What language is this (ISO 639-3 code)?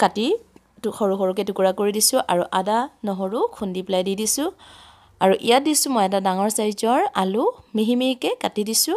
asm